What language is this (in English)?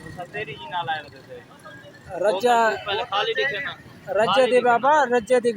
Saraiki